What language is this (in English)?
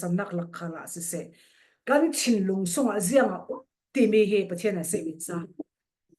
Falam Chin